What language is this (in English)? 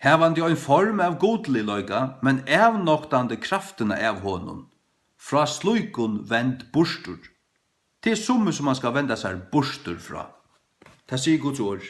Faroese